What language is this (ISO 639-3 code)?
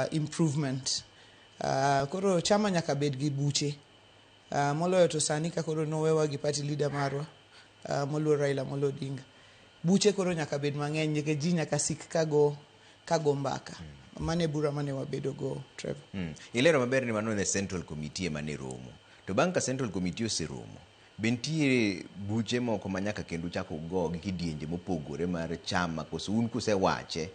luo